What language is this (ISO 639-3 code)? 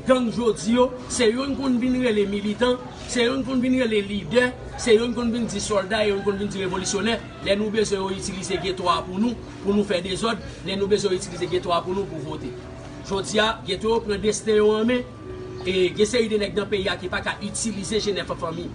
hat